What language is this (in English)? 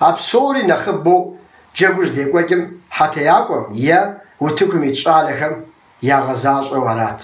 Kabardian